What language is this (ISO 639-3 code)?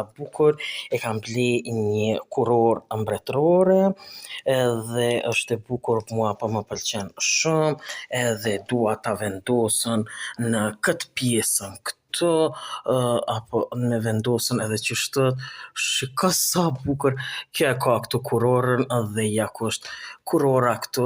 sqi